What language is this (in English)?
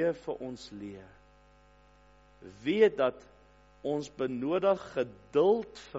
Afrikaans